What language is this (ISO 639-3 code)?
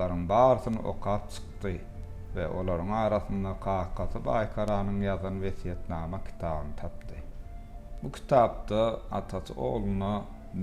tuk